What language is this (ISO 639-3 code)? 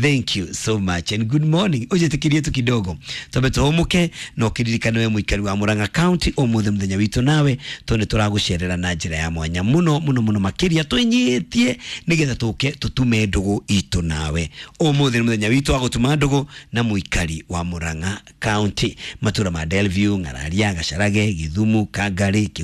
kik